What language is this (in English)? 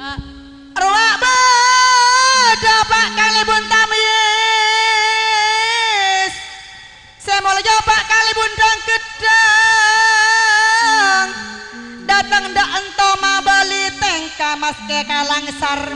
Madurese